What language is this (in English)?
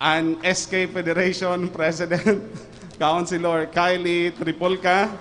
Bikol